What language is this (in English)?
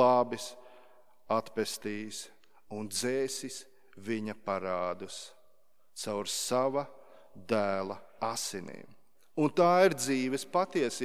Latvian